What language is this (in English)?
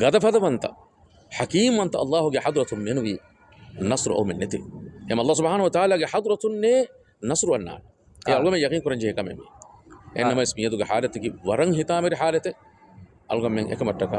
Divehi